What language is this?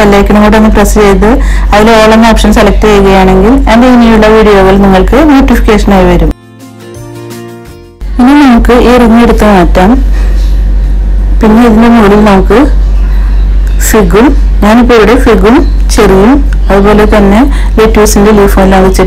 Malayalam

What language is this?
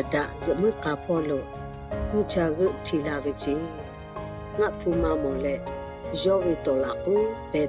Lahu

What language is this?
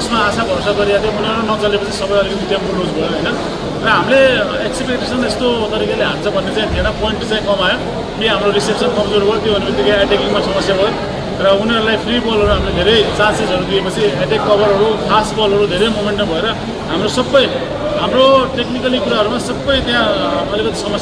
Nepali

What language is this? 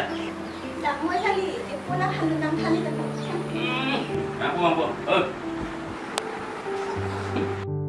Malay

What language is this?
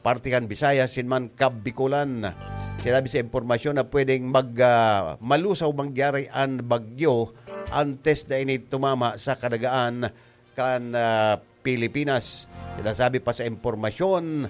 Bikol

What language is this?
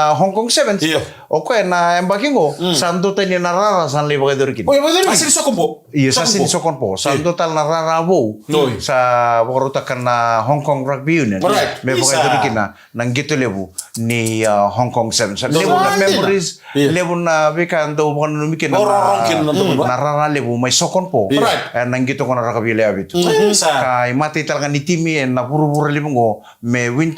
Fijian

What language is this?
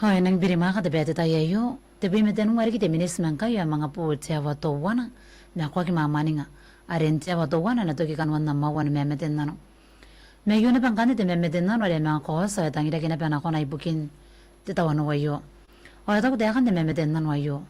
Gilbertese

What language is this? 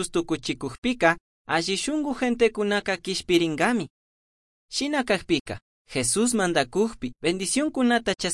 Chimborazo Highland Quichua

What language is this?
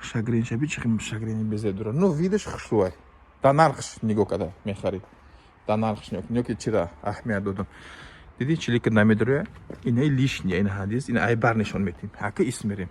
Tajik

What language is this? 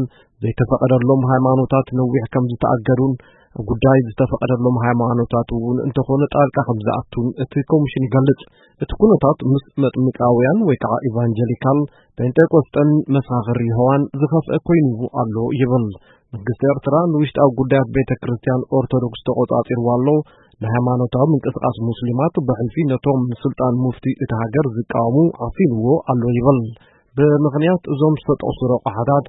Tigrinya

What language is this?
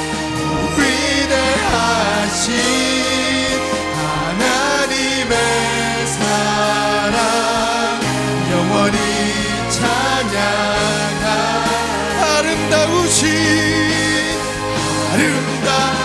Korean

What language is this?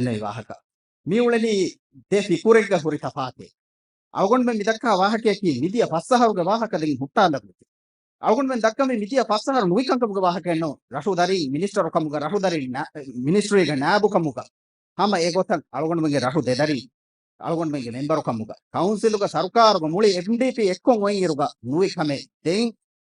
Divehi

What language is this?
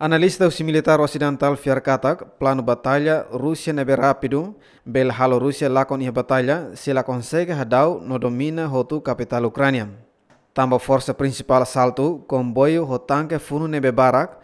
Tetum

